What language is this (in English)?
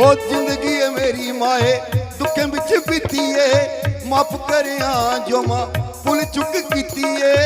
Dogri